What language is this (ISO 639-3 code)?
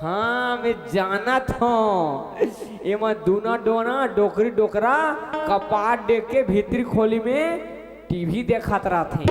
hne